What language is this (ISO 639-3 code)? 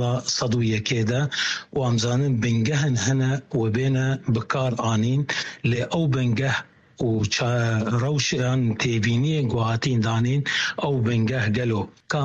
kur